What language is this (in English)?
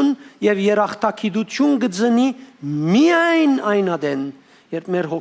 Western Armenian